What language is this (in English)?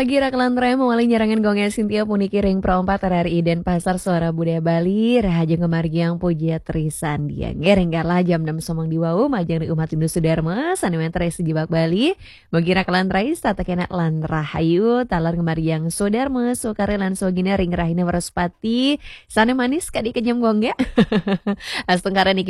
Balinese